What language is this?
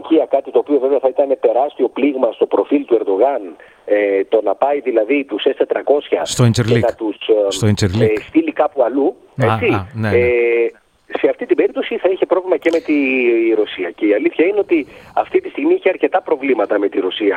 Greek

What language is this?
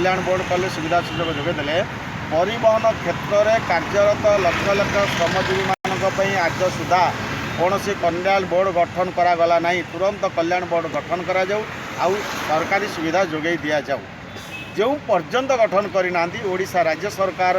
Odia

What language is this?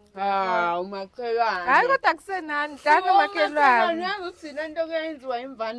Zulu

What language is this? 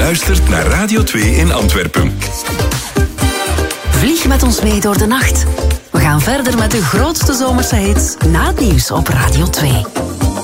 Dutch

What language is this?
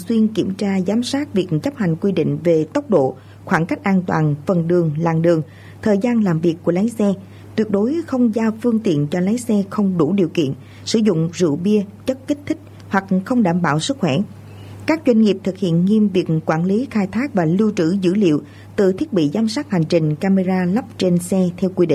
Vietnamese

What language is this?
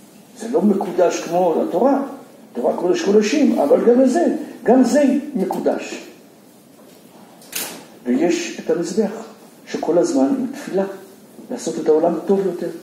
Hebrew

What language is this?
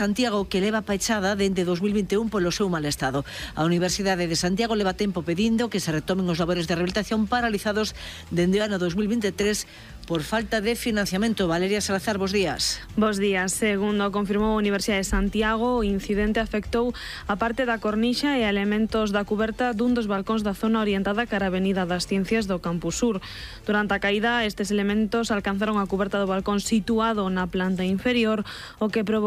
Galician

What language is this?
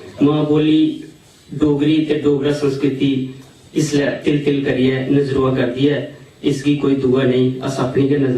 Dogri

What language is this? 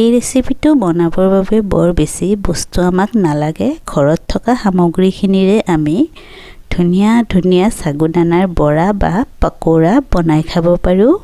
Assamese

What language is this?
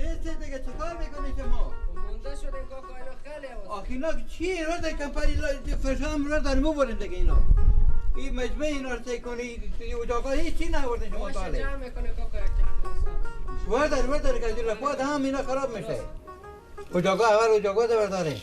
Persian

